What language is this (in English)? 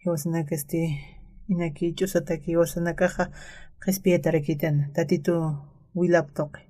Aymara